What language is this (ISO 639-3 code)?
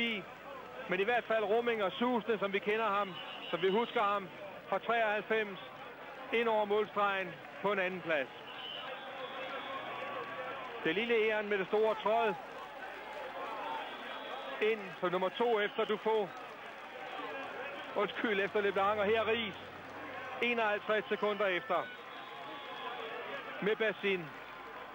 dan